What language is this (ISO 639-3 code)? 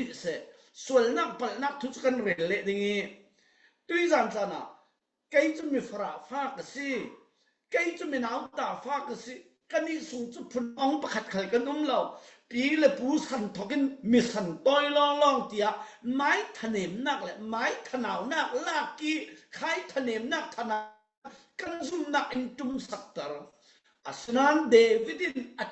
cfm